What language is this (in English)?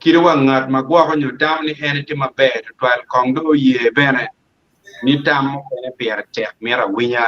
Acoli